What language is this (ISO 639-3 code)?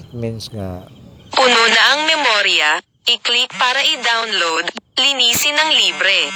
ceb